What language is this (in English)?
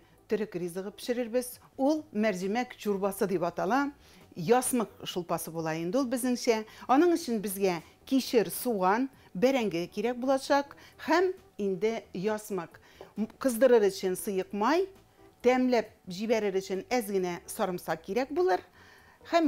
Tatar